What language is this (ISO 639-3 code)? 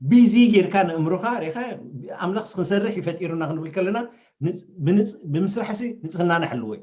tir